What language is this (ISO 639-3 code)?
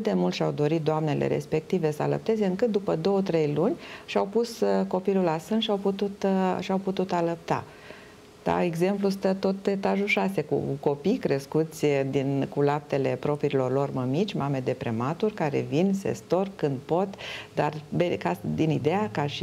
ron